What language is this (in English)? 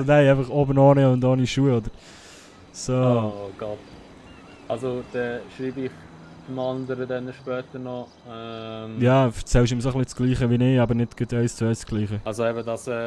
Swiss German